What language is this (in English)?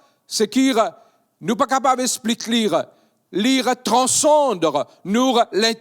Morisyen